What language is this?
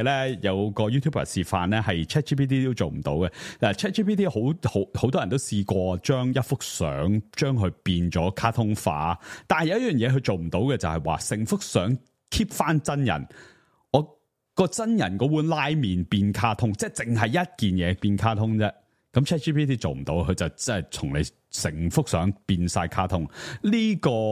Cantonese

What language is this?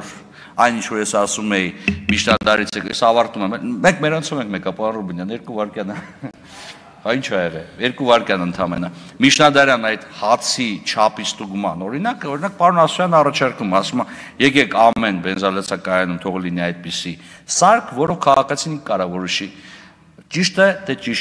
Armenian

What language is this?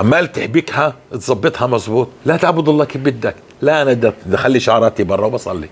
North Levantine Arabic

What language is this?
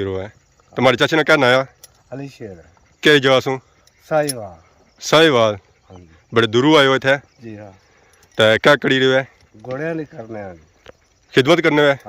Pahari-Potwari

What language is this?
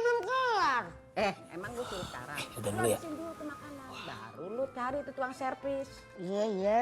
Betawi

